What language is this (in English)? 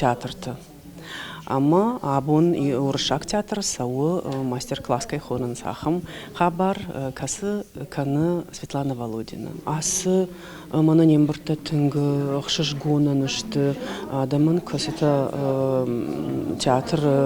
Ossetic